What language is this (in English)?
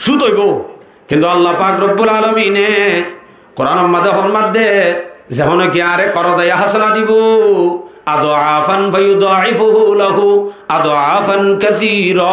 Rohingya